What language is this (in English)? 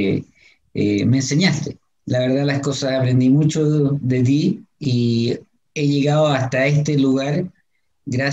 Spanish